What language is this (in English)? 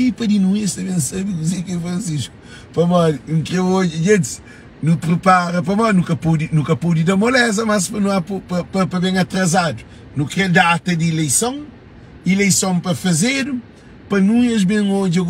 Kabuverdianu